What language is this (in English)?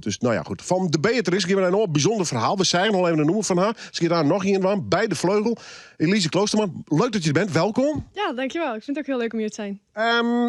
Western Frisian